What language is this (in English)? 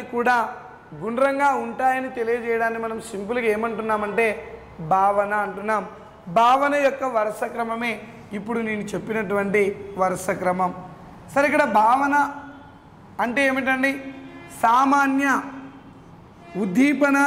Telugu